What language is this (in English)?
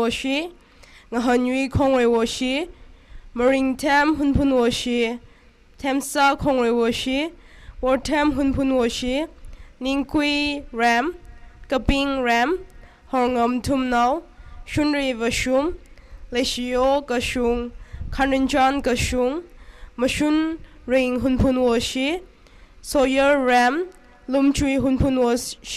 Tangkhul Naga (India)